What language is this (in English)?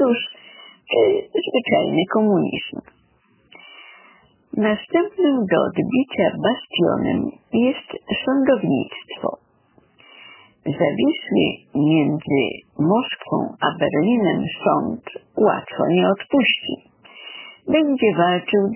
Polish